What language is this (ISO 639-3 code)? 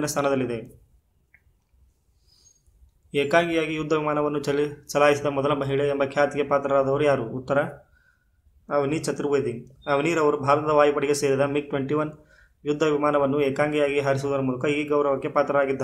kan